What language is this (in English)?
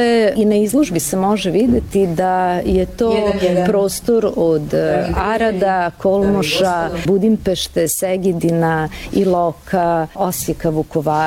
Serbian